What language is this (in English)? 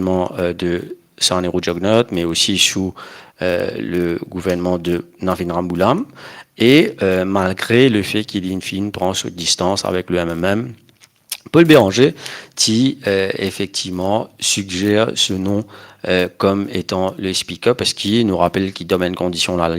Morisyen